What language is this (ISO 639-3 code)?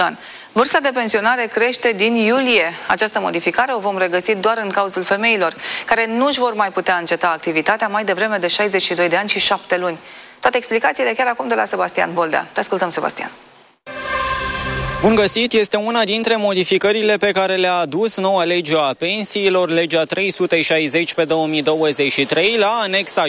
ron